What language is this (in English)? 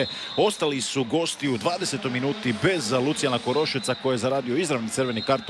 Croatian